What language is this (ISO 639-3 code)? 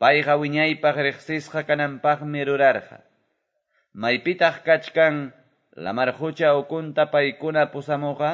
que